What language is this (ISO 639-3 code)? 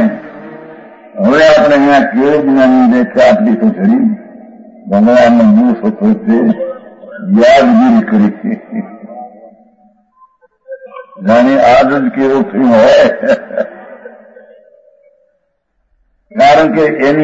guj